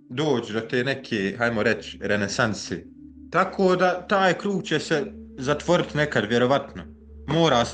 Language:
Bosnian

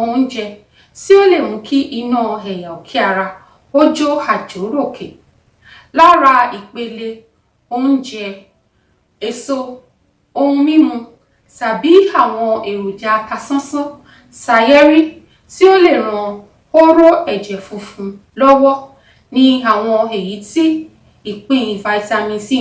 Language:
Yoruba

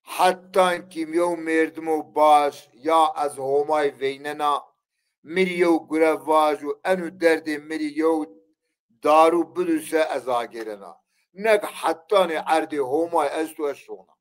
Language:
Zaza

